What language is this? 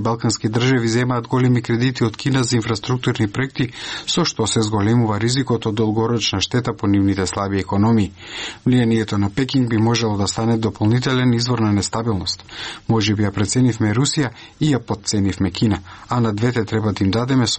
Macedonian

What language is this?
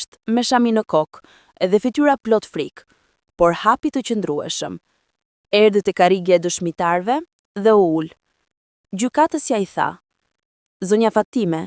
Albanian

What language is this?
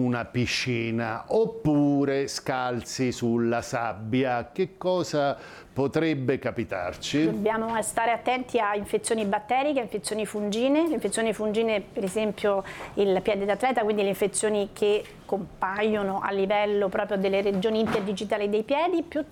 Italian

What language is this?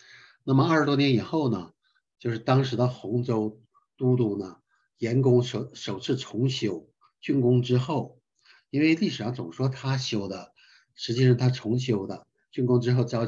Chinese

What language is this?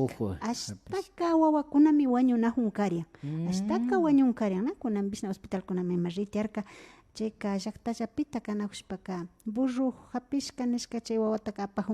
Imbabura Highland Quichua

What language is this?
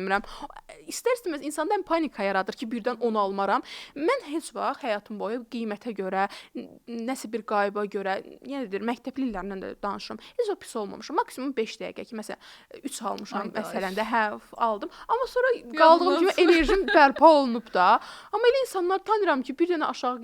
Azerbaijani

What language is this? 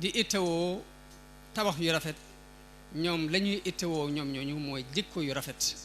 Wolof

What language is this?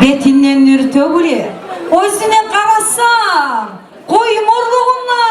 Kumyk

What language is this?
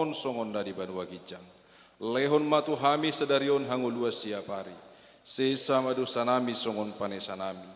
Batak Toba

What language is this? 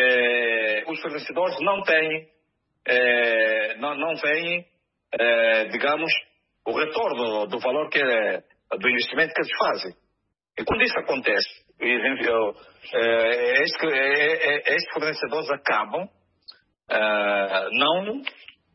Portuguese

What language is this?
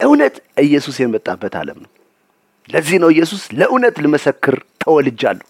Amharic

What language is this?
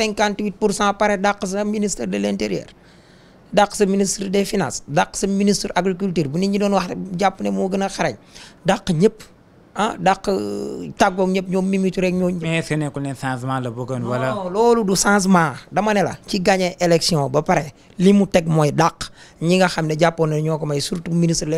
Wolof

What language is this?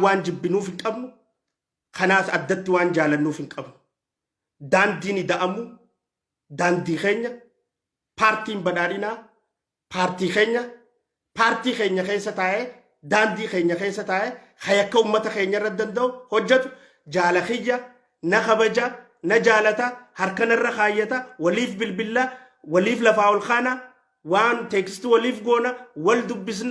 Oromo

